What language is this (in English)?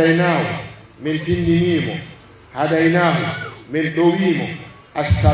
Pular